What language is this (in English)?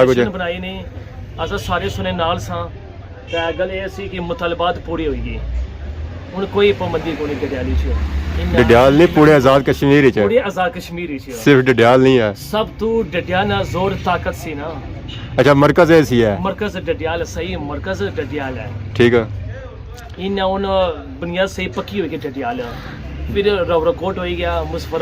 Pahari-Potwari